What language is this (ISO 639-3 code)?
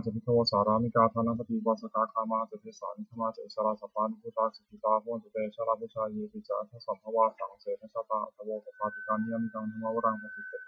pli